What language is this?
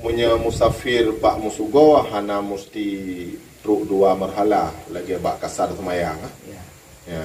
Achinese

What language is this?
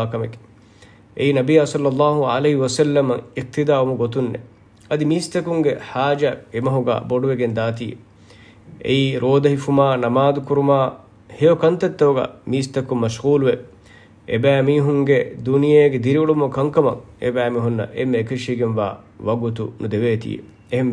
Divehi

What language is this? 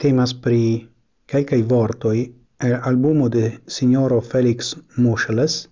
Esperanto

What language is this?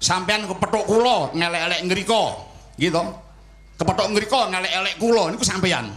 Javanese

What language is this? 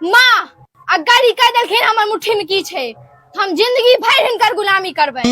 Maithili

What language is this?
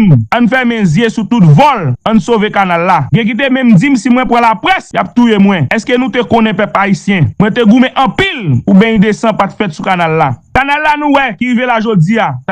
Haitian Creole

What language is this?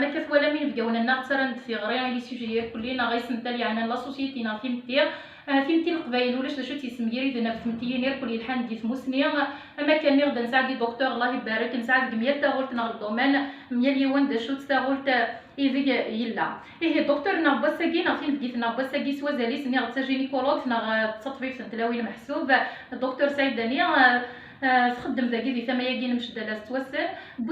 Kabyle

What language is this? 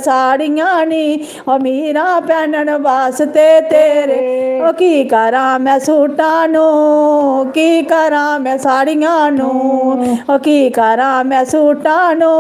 Dogri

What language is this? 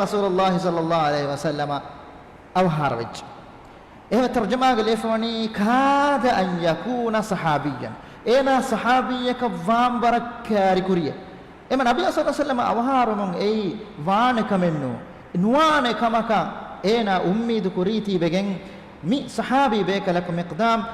Divehi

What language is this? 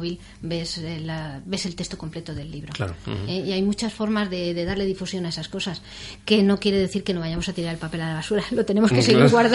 Spanish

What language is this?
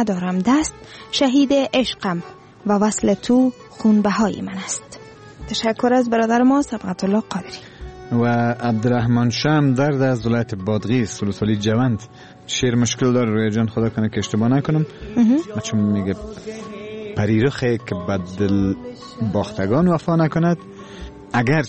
Persian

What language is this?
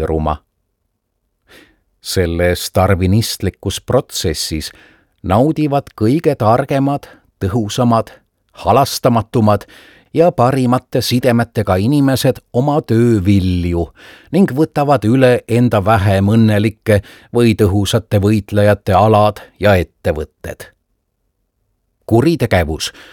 Estonian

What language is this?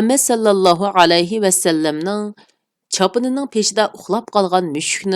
Uyghur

